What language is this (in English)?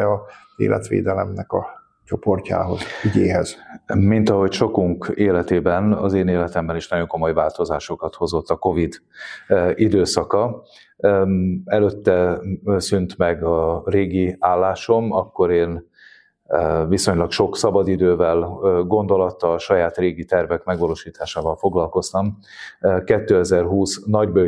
Hungarian